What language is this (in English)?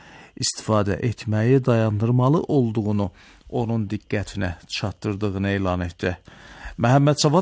Azerbaijani